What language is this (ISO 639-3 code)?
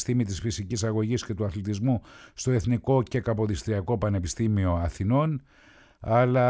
ell